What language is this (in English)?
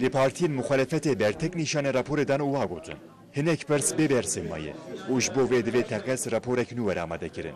Kurdish